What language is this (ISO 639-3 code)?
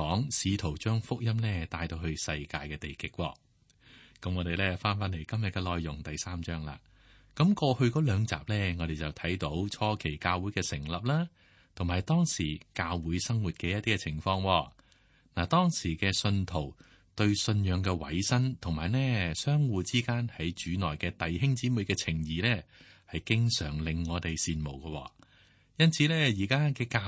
yue